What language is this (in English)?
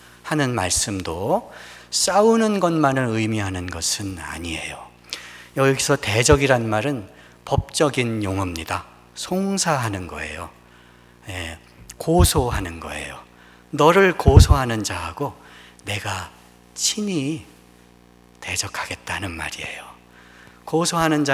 Korean